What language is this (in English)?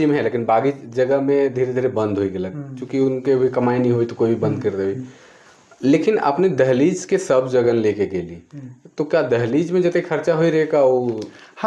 Sadri